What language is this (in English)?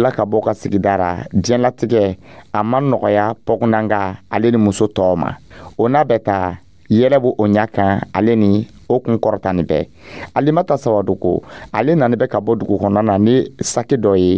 Dyula